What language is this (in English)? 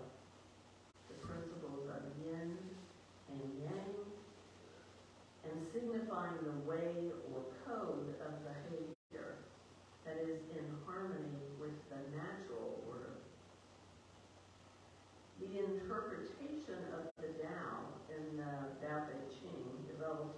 English